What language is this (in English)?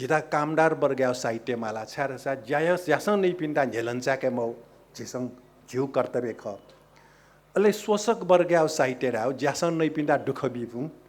Newari